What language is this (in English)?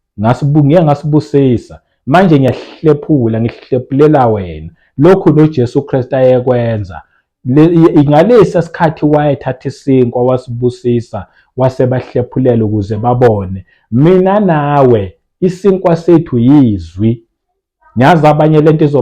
Zulu